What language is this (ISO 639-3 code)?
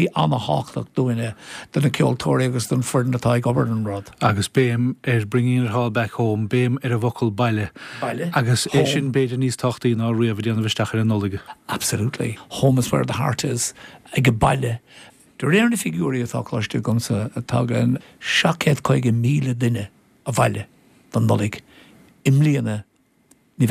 gle